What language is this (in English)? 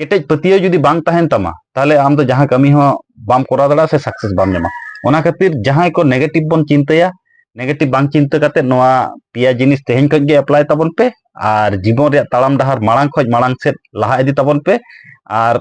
Santali